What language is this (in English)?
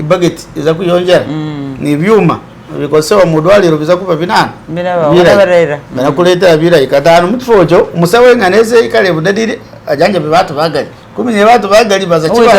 Masaaba